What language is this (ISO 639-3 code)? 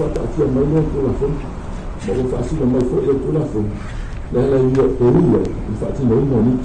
smo